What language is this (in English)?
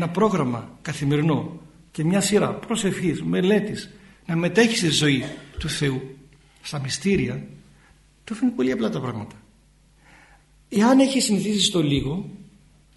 Greek